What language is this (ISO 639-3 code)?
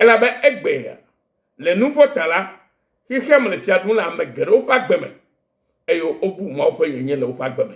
ewe